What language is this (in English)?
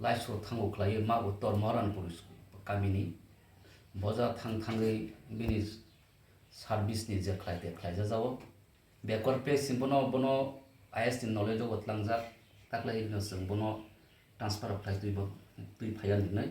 Kok Borok